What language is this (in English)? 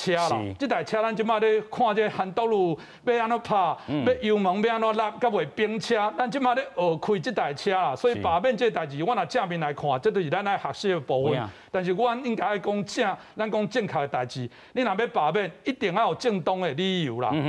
Min Nan Chinese